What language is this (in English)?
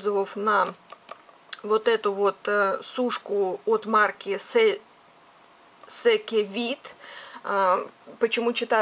Russian